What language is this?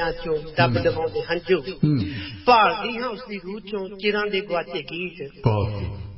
Punjabi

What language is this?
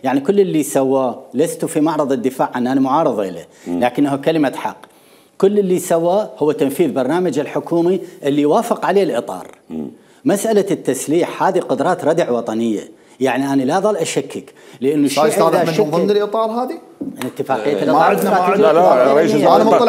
Mesopotamian Arabic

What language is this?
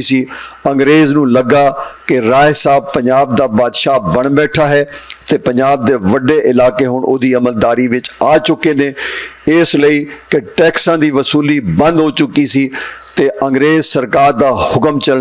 Western Panjabi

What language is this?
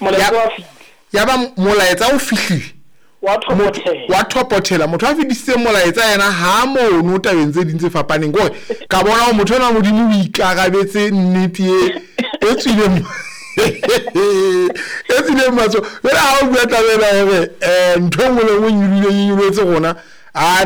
Southern Sotho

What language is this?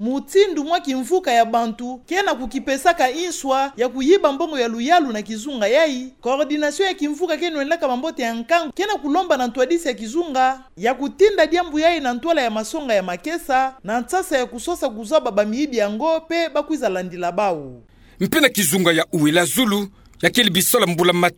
Kituba (Democratic Republic of Congo)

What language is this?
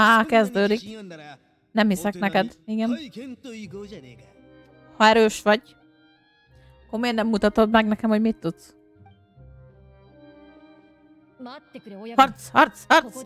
Hungarian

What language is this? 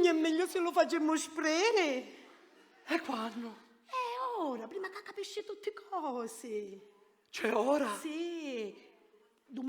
Sicilian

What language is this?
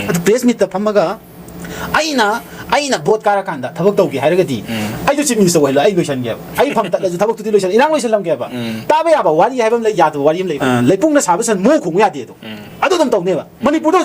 Manipuri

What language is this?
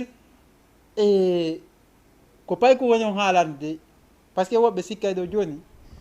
Fula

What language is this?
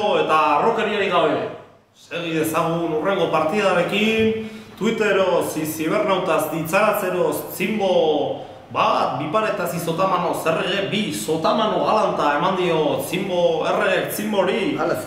Basque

